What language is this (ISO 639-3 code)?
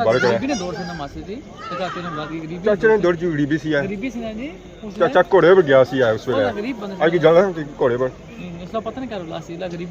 phr